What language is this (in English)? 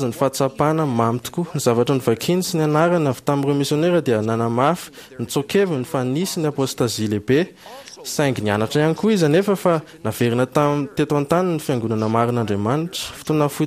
Malagasy